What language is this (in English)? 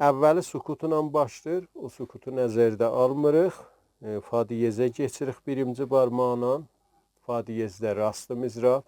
South Azerbaijani